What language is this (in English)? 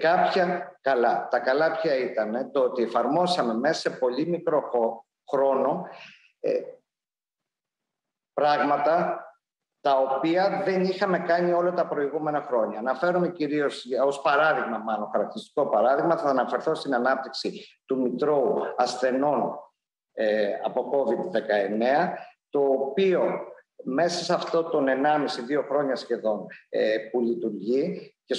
Greek